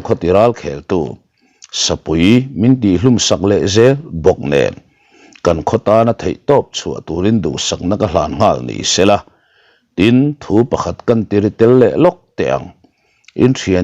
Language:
Mizo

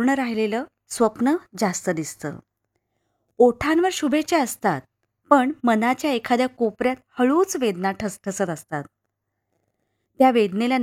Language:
Marathi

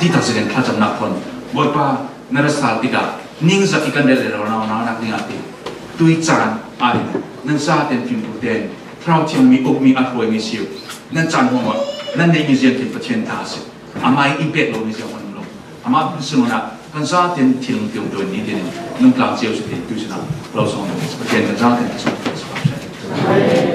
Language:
Falam Chin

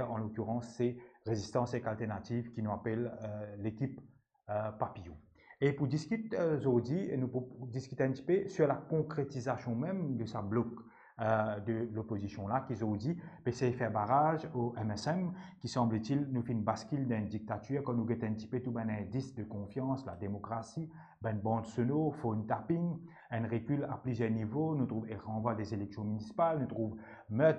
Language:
Morisyen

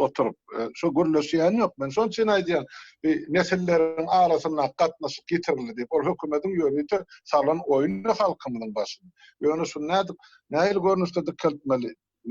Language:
Turkmen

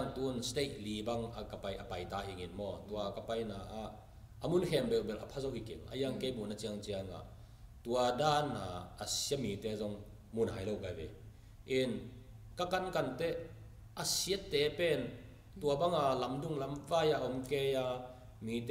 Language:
Tedim Chin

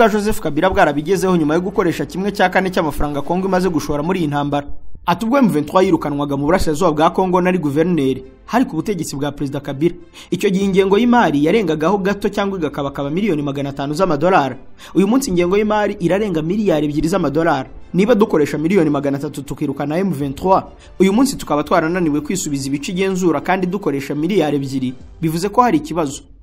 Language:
Kinyarwanda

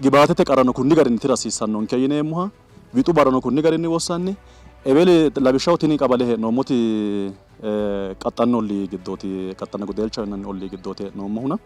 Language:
Sidamo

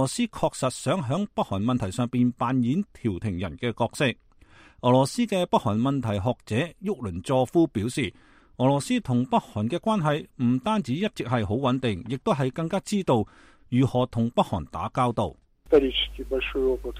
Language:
Cantonese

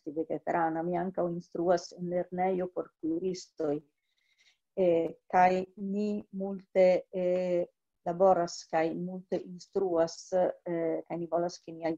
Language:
Esperanto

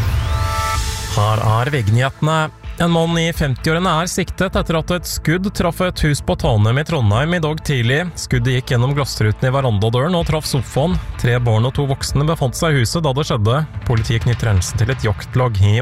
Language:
Norwegian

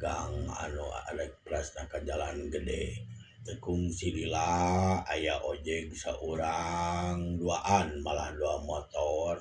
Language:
Sundanese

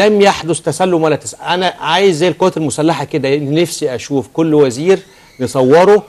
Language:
Egyptian Arabic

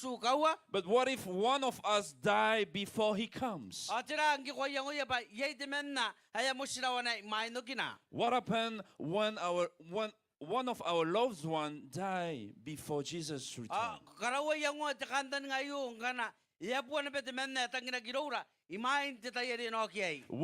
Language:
Gilbertese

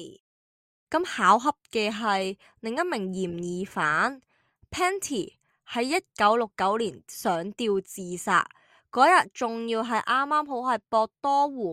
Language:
Cantonese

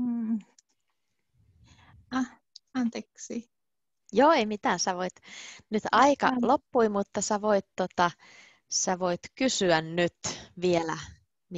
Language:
Finnish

